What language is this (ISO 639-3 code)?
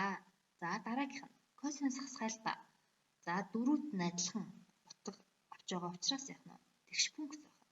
mon